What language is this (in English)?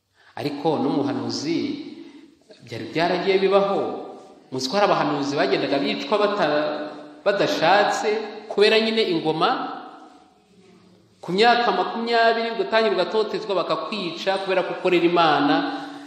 Kinyarwanda